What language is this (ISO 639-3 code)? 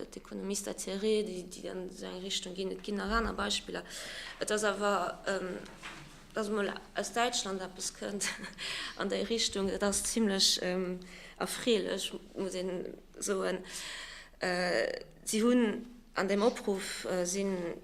ltz